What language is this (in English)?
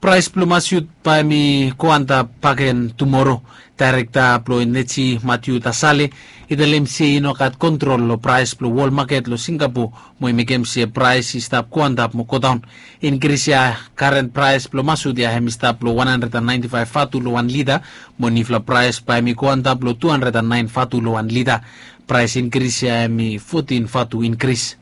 Bislama